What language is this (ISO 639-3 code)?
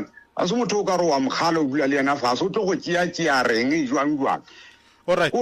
nso